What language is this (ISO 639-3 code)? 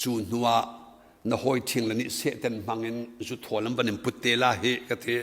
cnh